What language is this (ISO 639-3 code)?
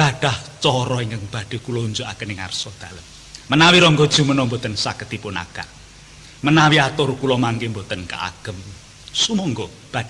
jav